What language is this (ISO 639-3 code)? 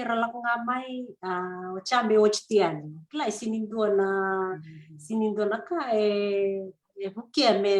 fij